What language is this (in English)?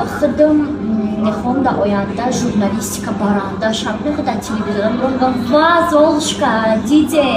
Tajik